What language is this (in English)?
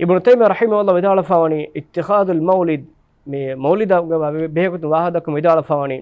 Divehi